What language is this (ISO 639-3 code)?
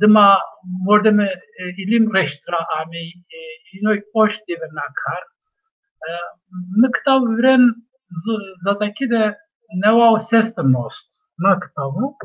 zza